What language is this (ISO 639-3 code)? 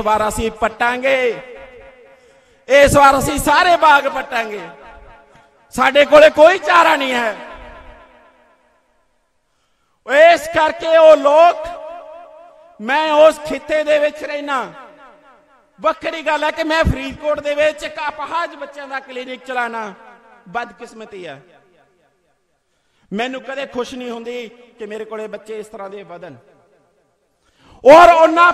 pan